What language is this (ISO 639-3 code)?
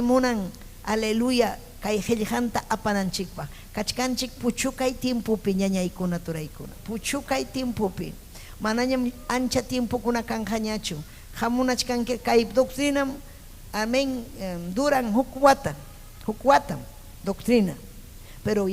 quy